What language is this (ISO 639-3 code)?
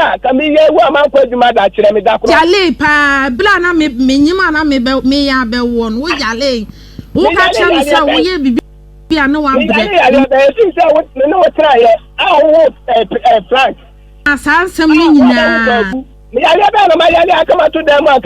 aka